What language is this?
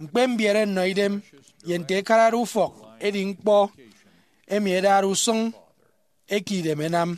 Efik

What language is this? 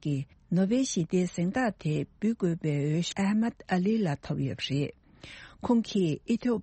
Tibetan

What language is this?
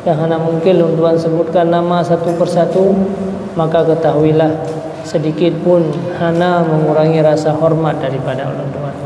Achinese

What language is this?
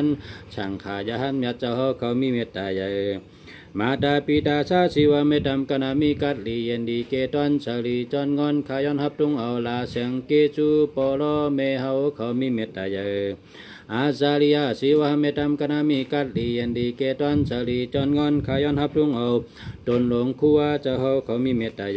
Shan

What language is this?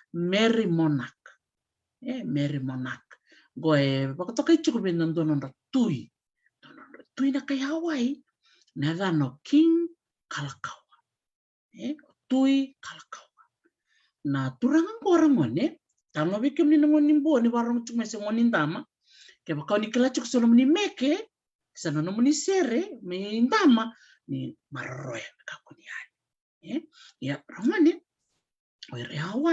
Fijian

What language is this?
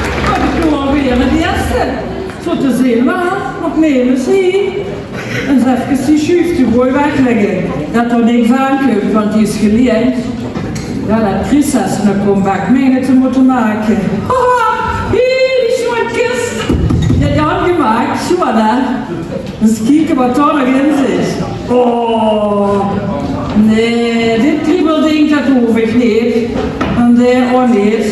Limburgish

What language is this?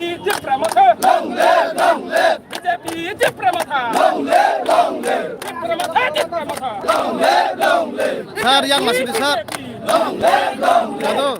Kok Borok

